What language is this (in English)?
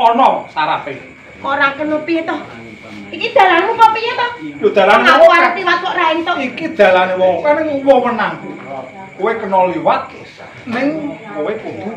Javanese